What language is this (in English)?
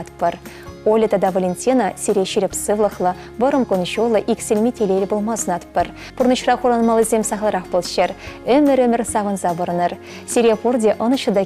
Chuvash